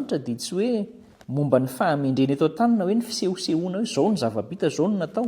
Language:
Malagasy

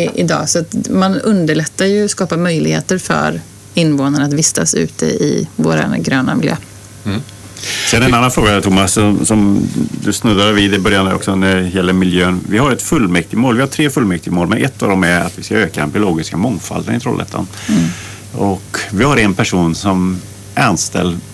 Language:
Swedish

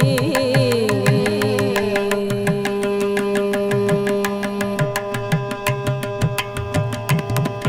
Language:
Tamil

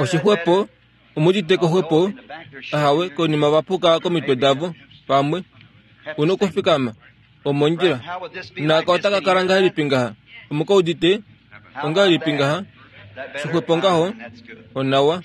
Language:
Kuanyama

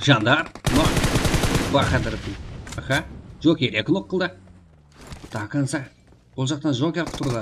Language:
Kara-Kalpak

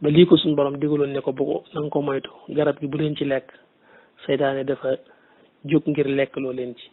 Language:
Wolof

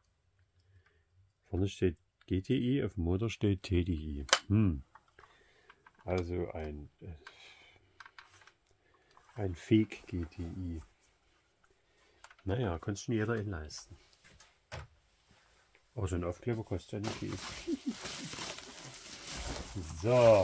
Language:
German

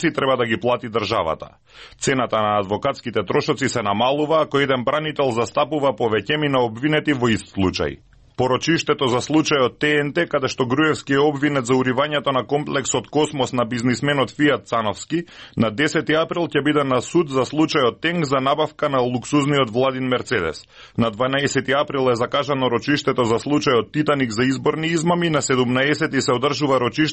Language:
Macedonian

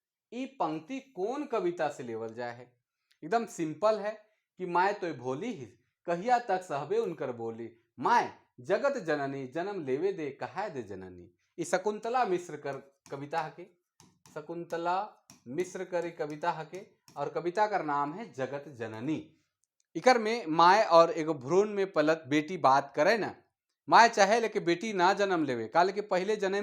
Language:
Sadri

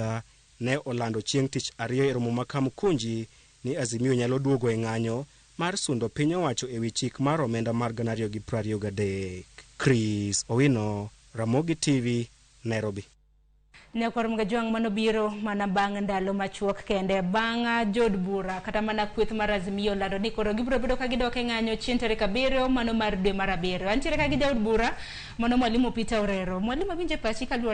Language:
Luo (Kenya and Tanzania)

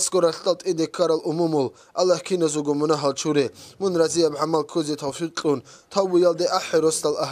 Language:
Avaric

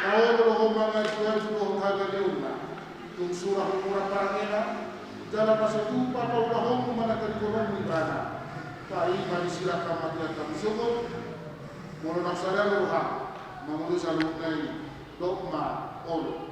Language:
Batak Toba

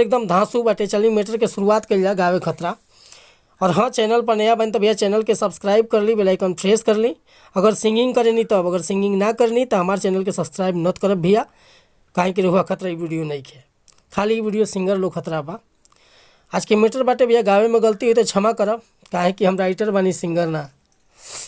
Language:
Bhojpuri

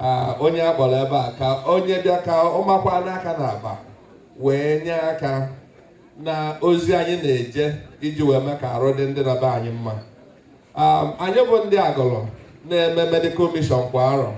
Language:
Igbo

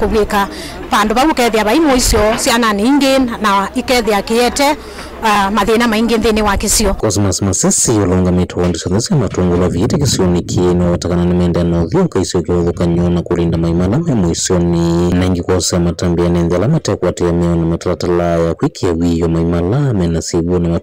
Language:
Kamba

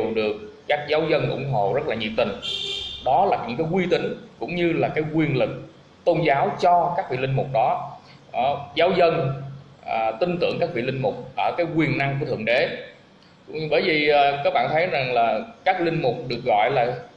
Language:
Vietnamese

